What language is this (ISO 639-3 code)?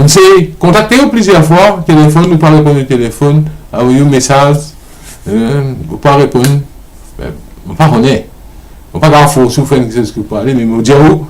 mfe